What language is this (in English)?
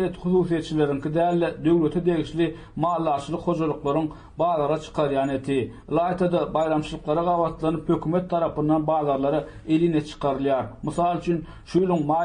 Turkmen